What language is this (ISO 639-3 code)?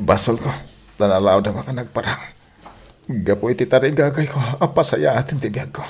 ilo